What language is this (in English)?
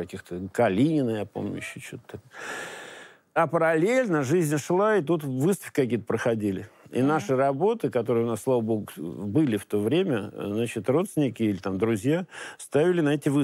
Russian